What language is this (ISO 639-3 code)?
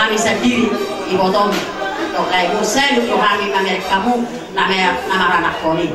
bbc